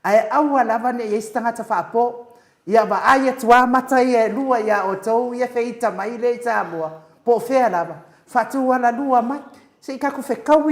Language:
Samoan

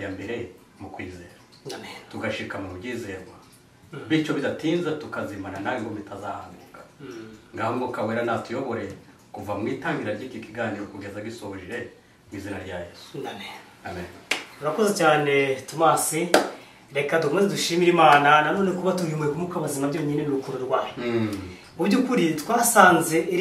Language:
Kinyarwanda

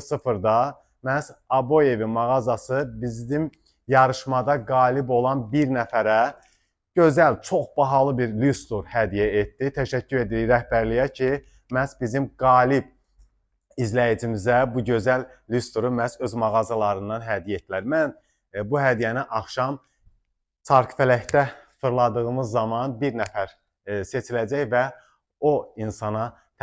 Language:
Azerbaijani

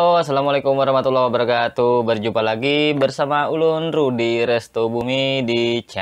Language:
Banjar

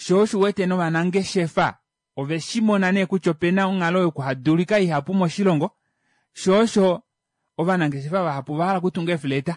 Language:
Kuanyama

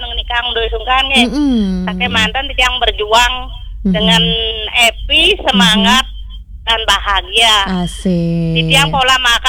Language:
Balinese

